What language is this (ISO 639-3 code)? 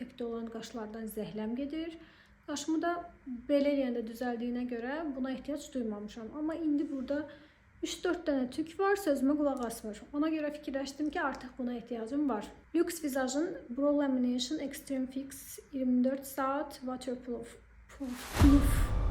aze